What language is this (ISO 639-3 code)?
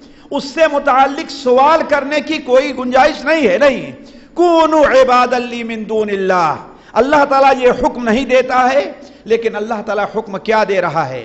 urd